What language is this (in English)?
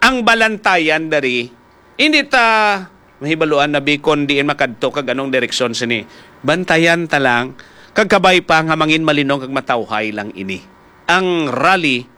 Hiligaynon